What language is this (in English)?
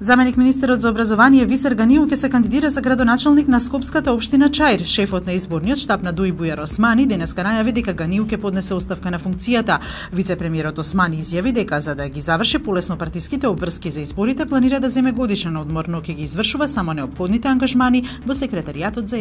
Macedonian